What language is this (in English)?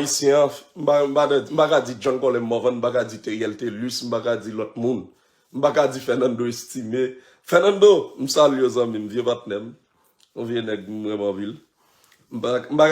Haitian Creole